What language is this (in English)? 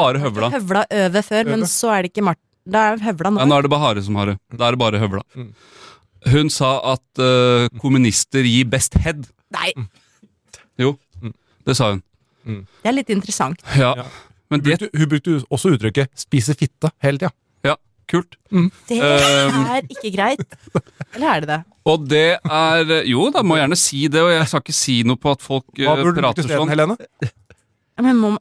Norwegian